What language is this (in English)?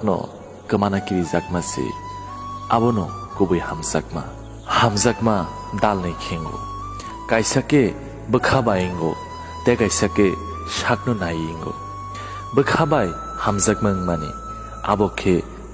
Kok Borok